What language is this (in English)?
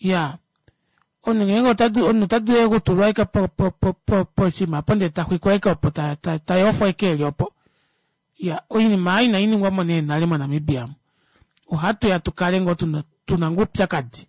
Kuanyama